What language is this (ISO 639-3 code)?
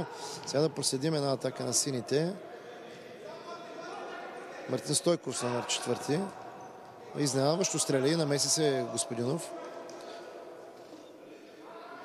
bul